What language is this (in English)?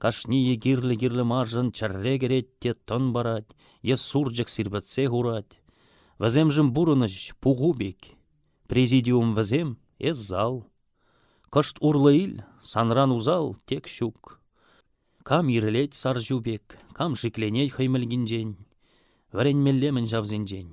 Chuvash